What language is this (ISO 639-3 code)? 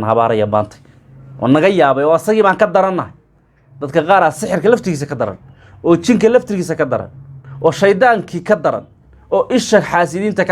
som